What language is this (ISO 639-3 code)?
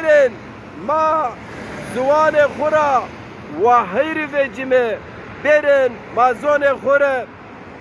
zza